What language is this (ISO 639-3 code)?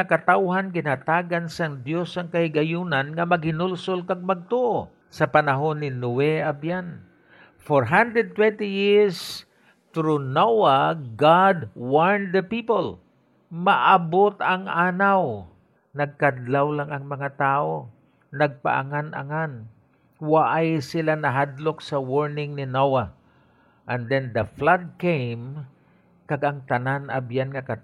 hil